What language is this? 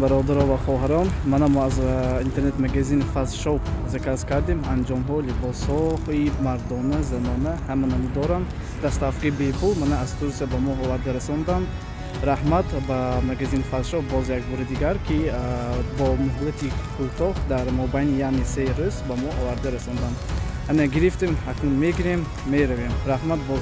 Tajik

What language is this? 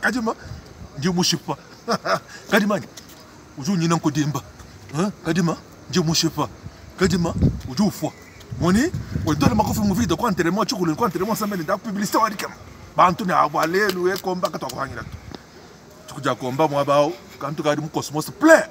Luba-Lulua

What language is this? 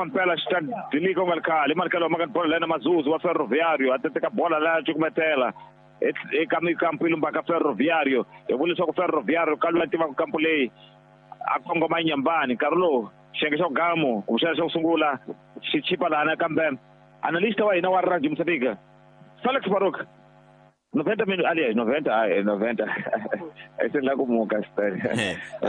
Tsonga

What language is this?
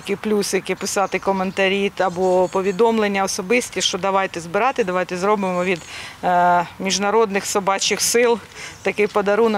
Ukrainian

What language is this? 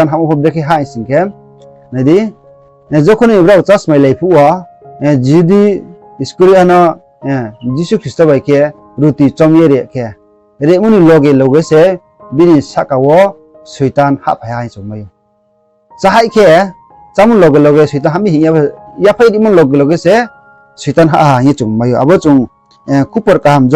Riang (India)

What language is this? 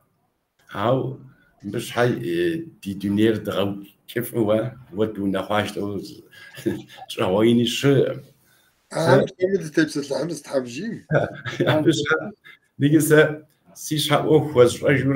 Kabardian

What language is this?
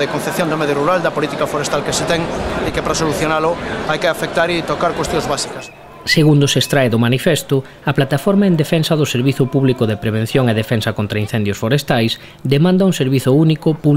Galician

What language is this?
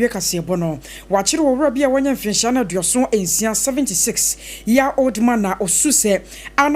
Akan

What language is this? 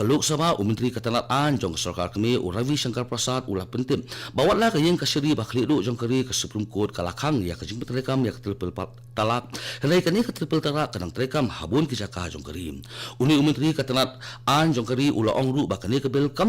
Khasi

